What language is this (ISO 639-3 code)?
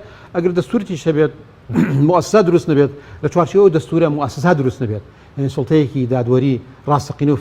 ckb